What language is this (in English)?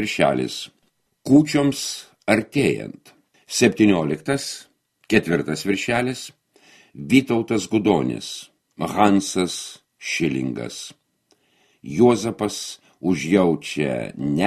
Lithuanian